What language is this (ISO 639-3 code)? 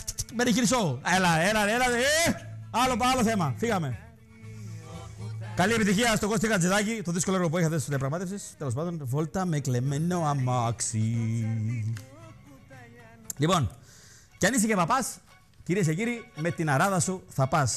ell